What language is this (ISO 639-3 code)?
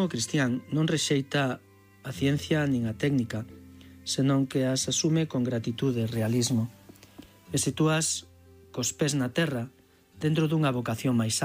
glg